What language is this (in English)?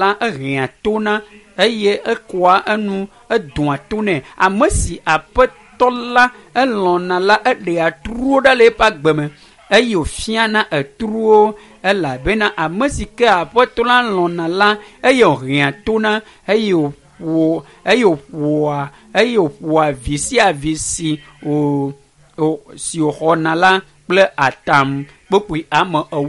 Ewe